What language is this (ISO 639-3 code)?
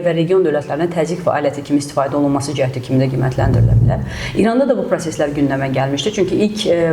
aze